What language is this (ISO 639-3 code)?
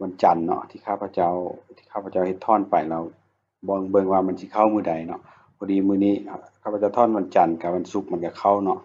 lao